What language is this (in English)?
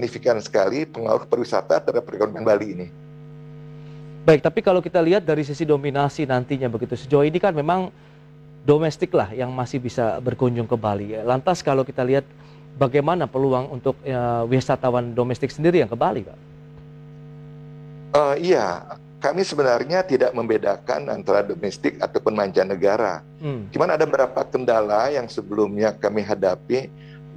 Indonesian